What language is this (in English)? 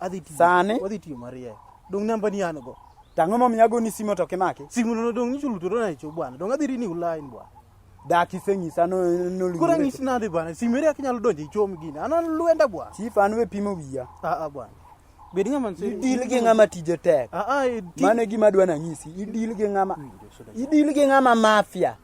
Luo (Kenya and Tanzania)